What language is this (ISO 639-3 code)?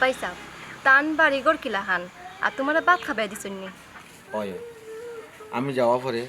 syl